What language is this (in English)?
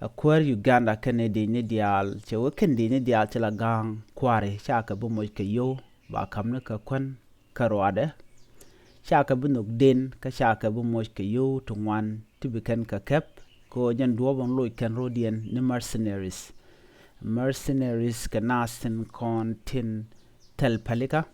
Nuer